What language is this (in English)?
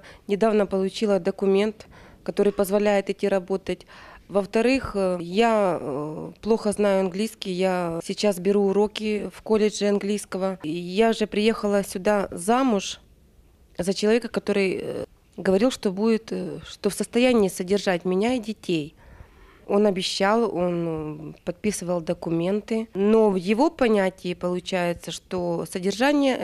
Russian